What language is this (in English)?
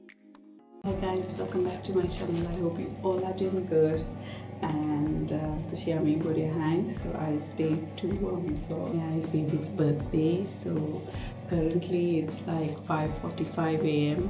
Konkani